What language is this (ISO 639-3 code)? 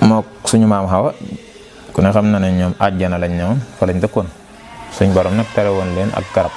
wol